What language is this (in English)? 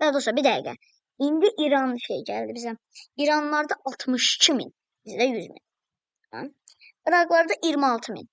Azerbaijani